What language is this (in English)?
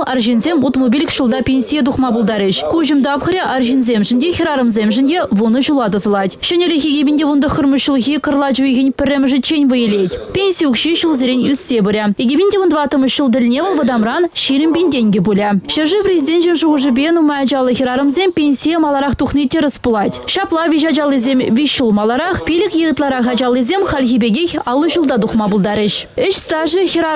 Chuvash